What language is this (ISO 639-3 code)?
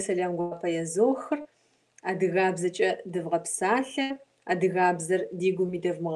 kbd